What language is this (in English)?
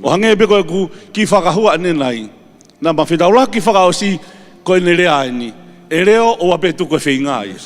Tongan